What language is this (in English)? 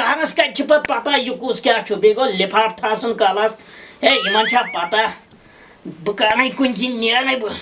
Kashmiri